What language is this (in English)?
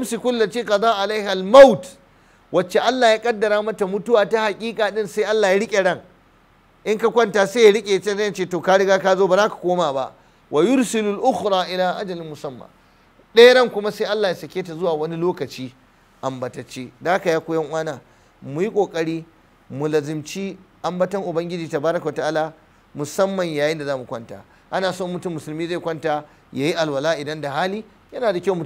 Hausa